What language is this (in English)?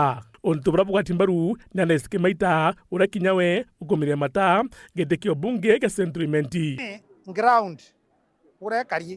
Meru